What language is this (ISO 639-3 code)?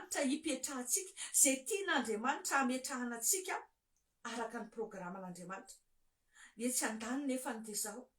mlg